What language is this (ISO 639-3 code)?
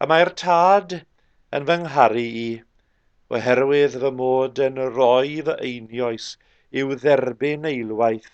cym